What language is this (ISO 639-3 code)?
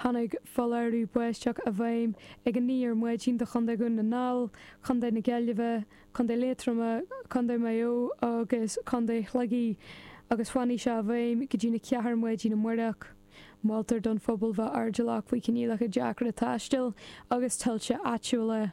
gle